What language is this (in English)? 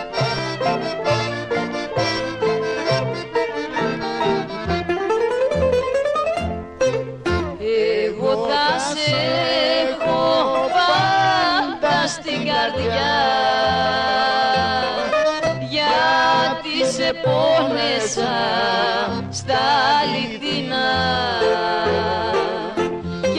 Greek